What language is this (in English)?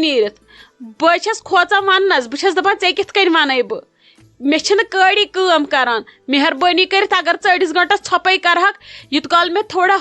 Kashmiri